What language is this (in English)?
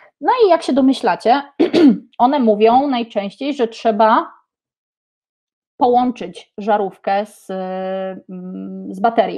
Polish